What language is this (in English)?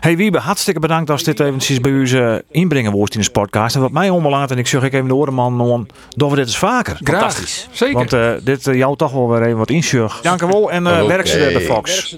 Western Frisian